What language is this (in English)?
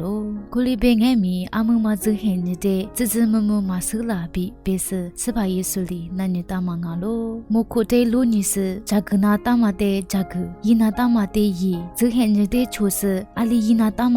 Lisu